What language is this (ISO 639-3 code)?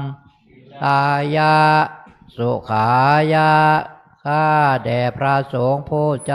tha